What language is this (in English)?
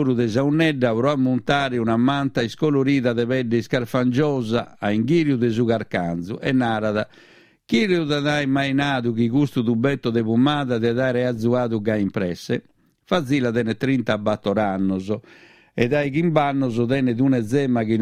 Sardinian